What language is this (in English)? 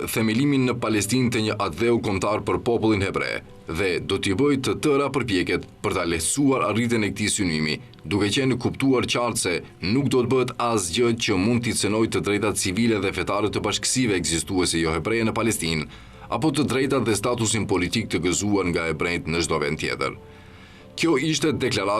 Albanian